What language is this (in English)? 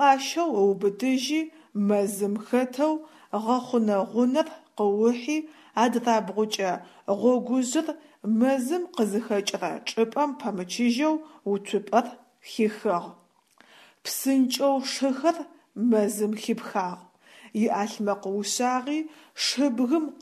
Adyghe